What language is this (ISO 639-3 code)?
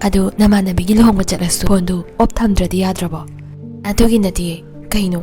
mni